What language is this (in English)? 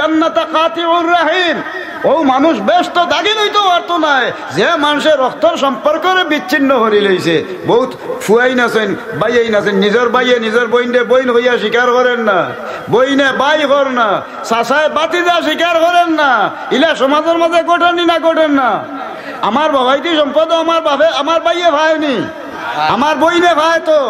Sylheti